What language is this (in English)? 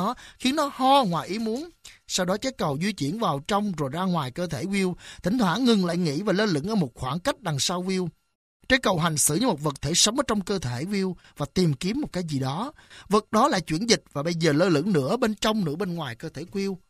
Vietnamese